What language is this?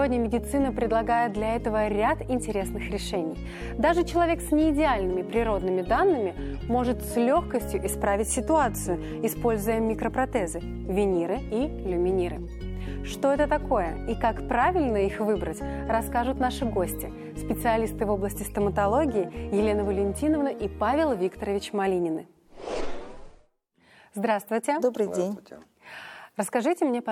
Russian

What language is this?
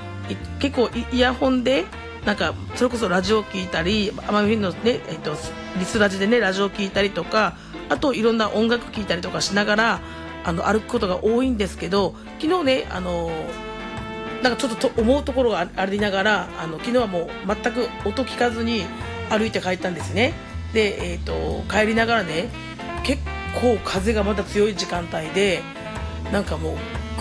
Japanese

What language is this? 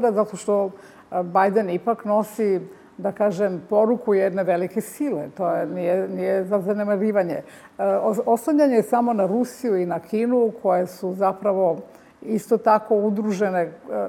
Serbian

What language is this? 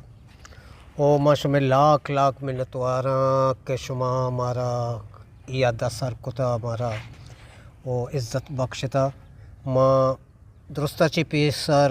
Eastern Balochi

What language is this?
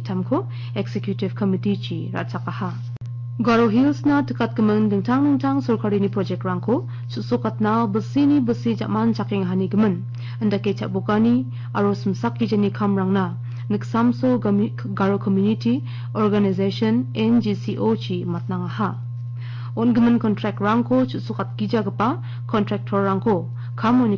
Garo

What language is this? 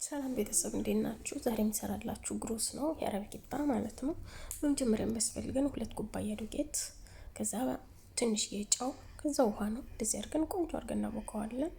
Amharic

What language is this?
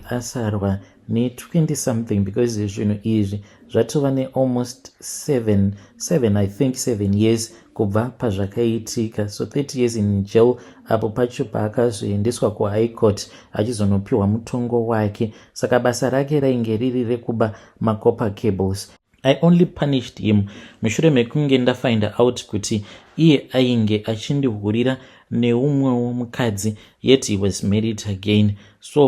Shona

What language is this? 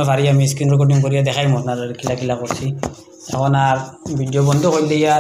Sylheti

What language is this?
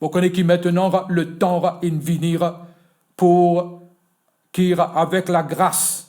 Morisyen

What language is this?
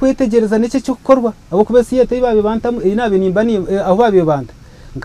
Nyankole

